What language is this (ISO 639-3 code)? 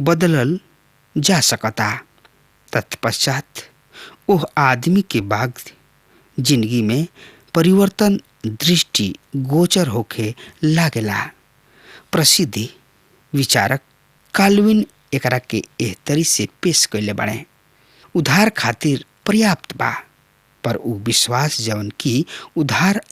bho